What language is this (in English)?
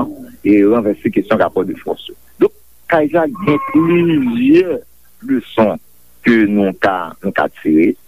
Haitian Creole